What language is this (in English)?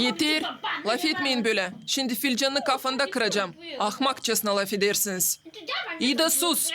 Gagauz